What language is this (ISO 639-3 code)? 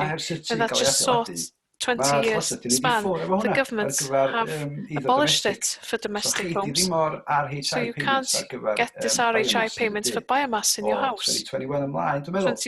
cym